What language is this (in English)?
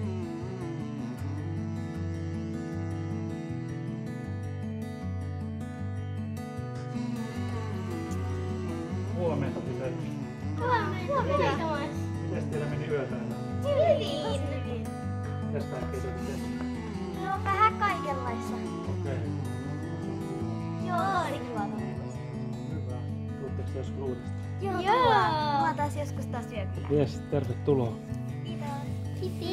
Finnish